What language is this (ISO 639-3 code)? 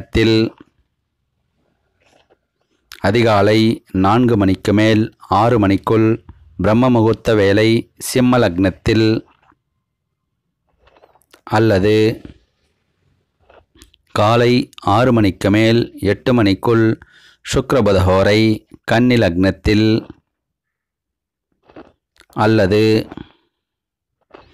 tam